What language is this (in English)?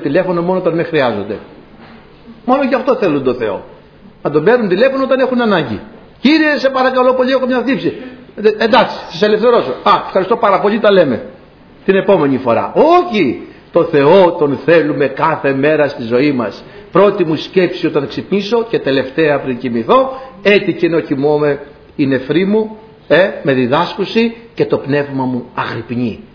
Greek